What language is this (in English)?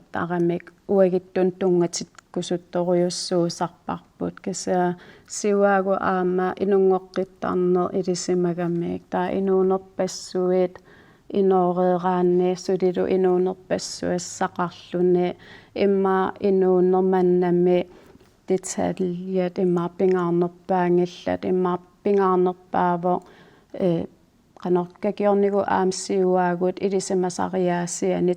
Kalaallisut